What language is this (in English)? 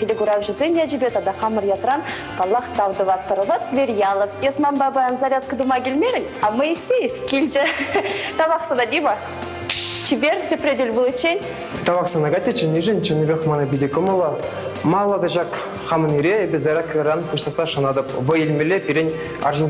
Chuvash